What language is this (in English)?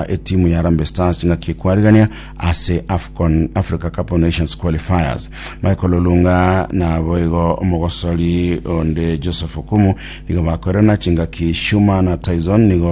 Gusii